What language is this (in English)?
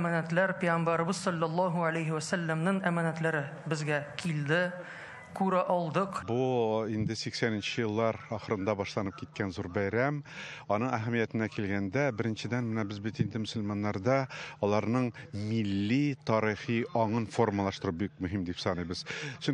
Tatar